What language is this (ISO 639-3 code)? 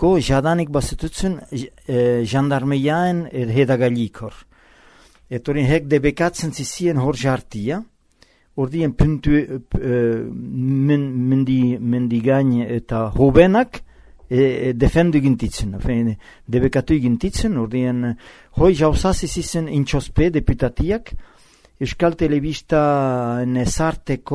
eus